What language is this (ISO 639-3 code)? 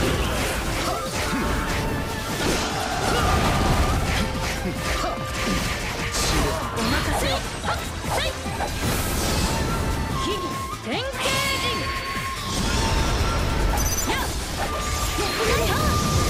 jpn